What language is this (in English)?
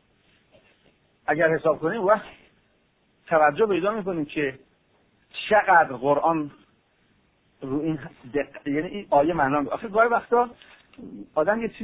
Persian